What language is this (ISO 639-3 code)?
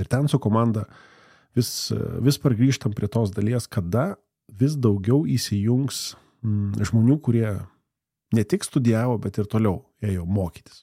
lit